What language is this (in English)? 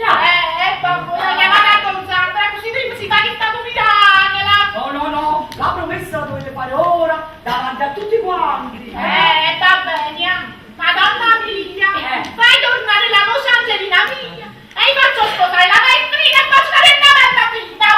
Neapolitan